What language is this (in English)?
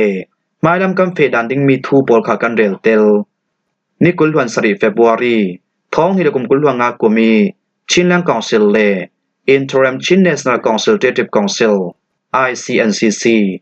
Falam Chin